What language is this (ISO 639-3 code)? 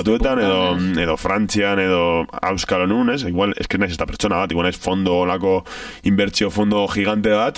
eus